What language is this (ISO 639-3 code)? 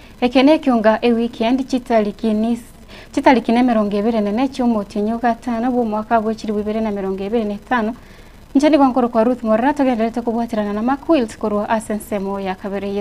guz